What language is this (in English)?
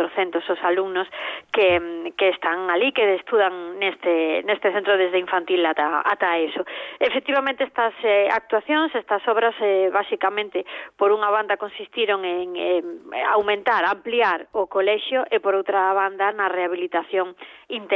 Galician